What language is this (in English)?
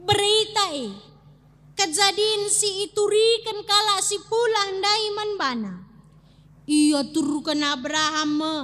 Batak Karo